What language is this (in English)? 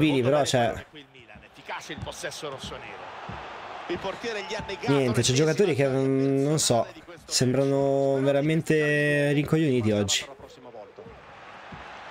Italian